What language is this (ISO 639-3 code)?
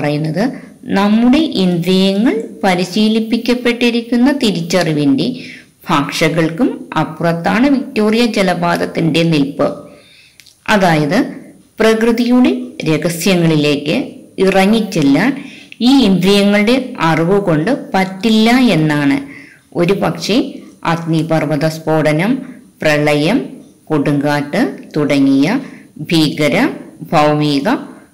mal